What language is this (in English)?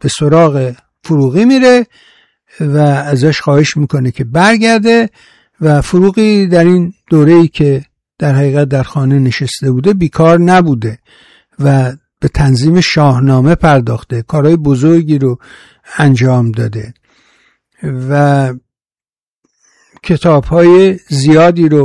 Persian